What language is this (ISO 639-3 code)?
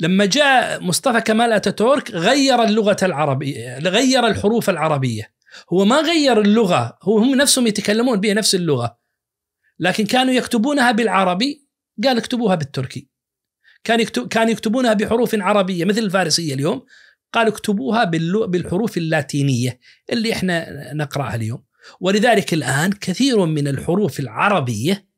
ars